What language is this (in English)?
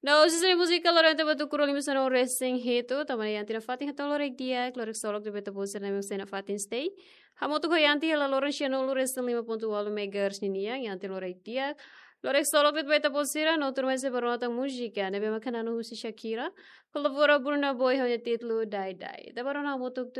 Tetum